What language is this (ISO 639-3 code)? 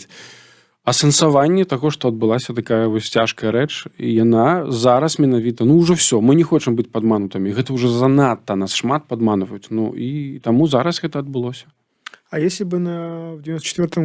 bel